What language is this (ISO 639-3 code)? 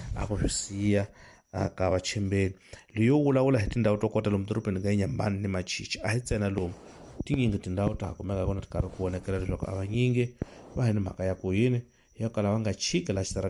tso